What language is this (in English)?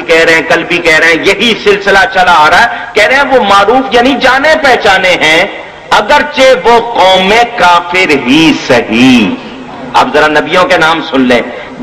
Urdu